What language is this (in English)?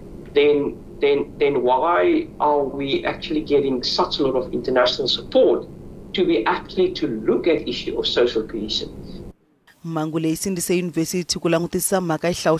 Tsonga